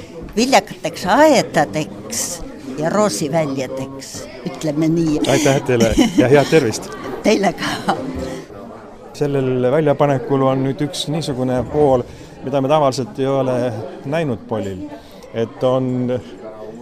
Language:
Estonian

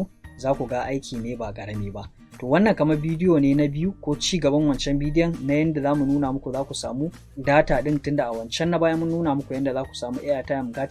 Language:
Hausa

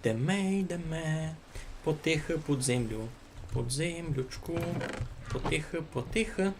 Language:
Rusyn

